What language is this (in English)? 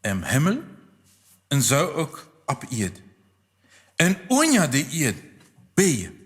Plautdietsch